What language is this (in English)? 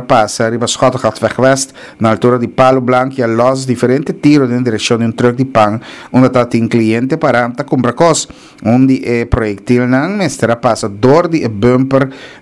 Papiamento